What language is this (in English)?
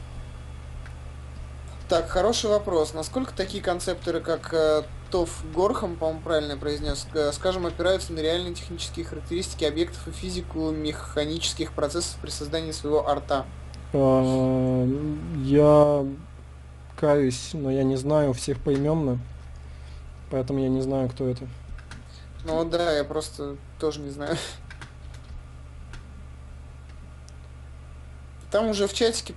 Russian